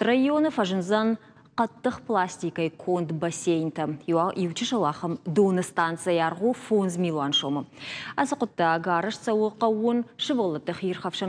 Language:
Ossetic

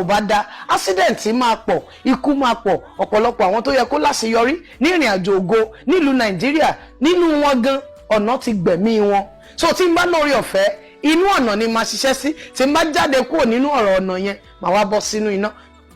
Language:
Yoruba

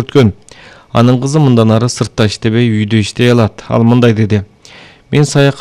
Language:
Kyrgyz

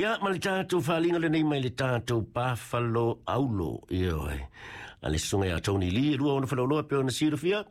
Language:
Samoan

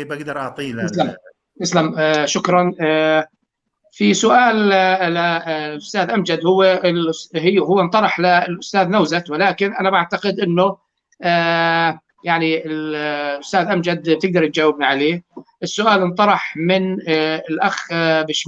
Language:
North Levantine Arabic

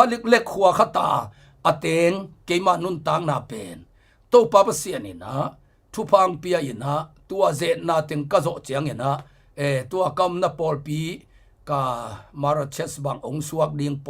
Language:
Tedim Chin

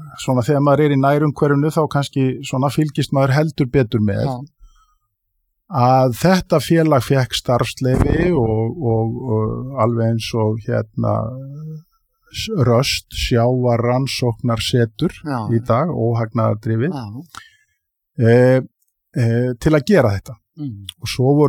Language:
Icelandic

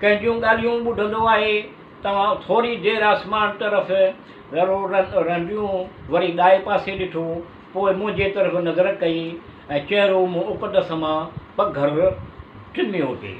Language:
Sindhi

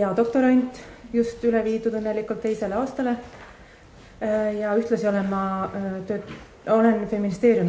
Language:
Estonian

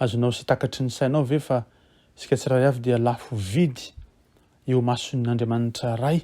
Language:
Malagasy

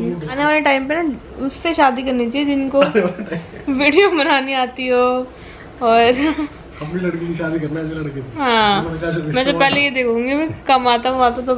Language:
Hindi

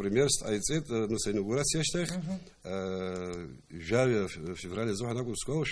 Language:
Abkhazian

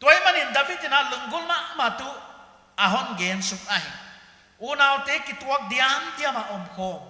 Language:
Paite Chin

